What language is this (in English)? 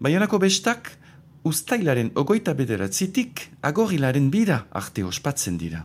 Basque